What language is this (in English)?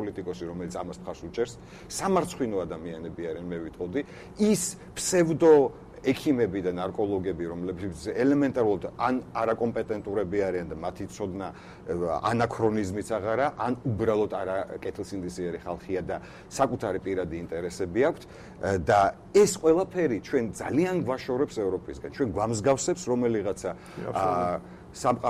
Georgian